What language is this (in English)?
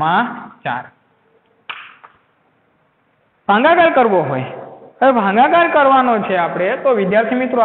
Gujarati